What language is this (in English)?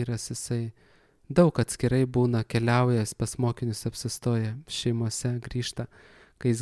Lithuanian